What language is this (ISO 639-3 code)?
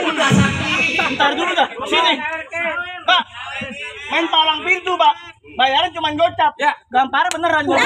bew